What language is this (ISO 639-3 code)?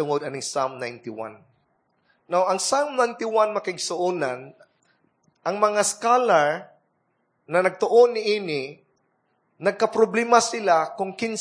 ceb